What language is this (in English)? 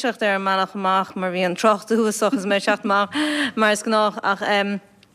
Irish